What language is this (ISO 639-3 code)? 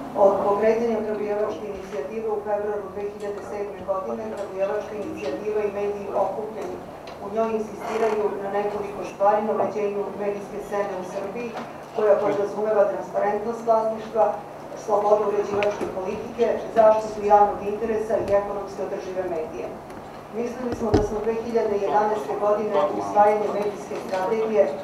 srp